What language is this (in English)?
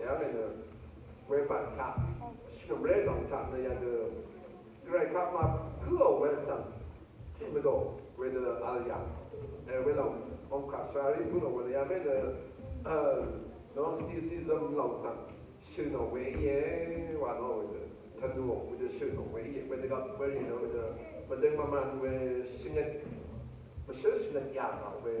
Rawang